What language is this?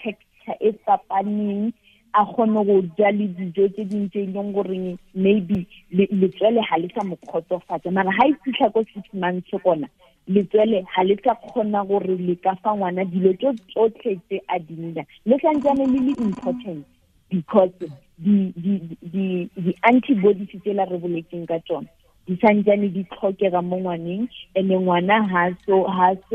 Tswana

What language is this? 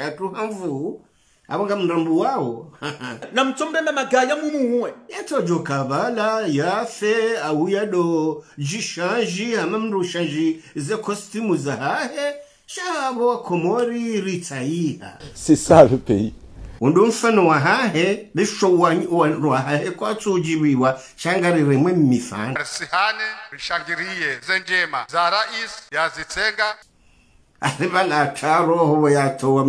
Ngazidja Comorian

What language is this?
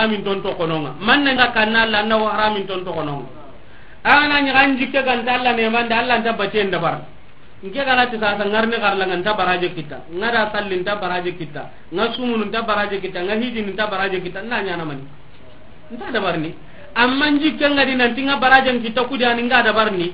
Soninke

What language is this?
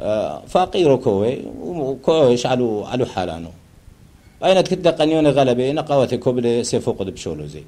Turoyo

